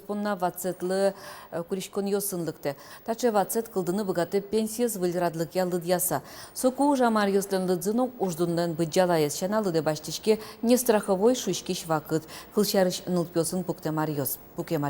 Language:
Udmurt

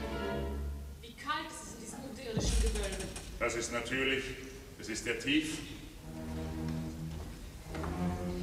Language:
German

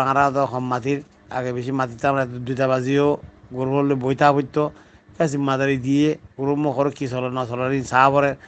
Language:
Rohingya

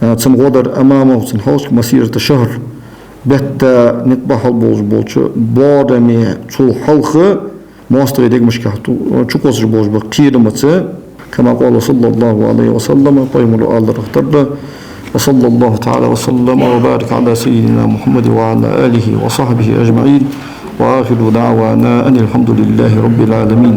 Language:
Ingush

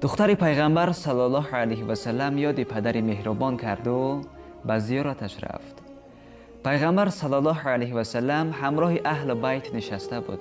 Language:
Persian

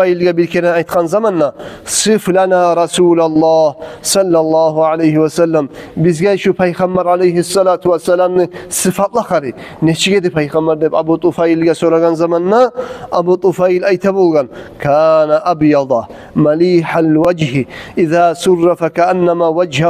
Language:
Kumyk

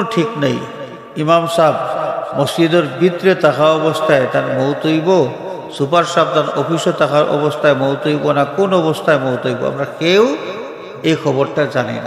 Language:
Sylheti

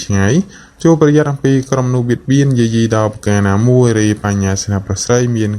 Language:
Khmer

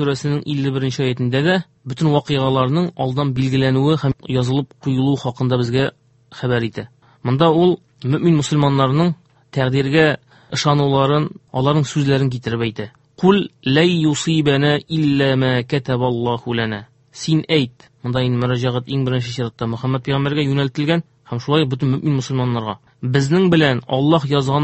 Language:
Tatar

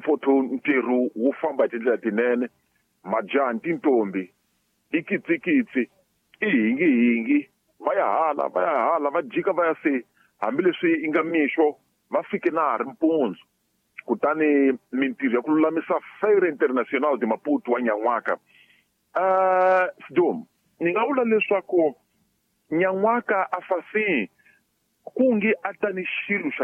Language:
Tsonga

